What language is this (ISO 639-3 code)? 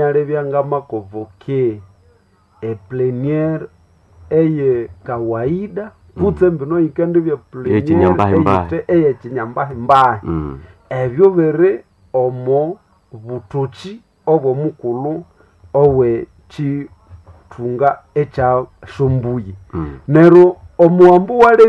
nnb